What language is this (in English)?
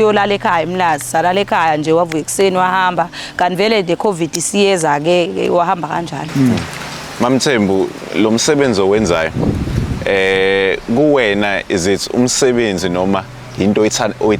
Zulu